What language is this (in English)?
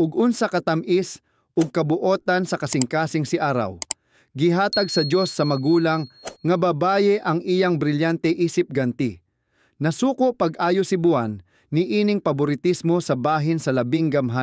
Cebuano